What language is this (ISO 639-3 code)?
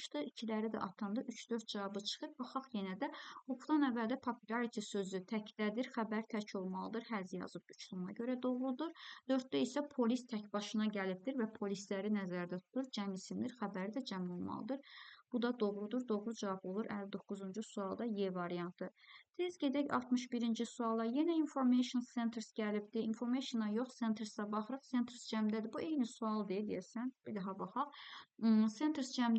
aze